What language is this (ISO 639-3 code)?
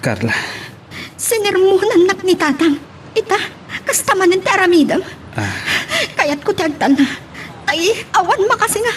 ilo